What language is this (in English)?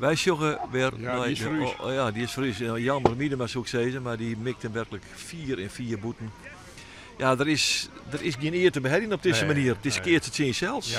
Western Frisian